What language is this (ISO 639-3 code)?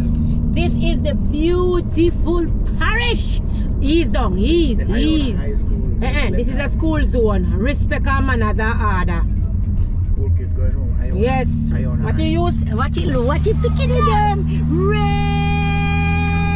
jam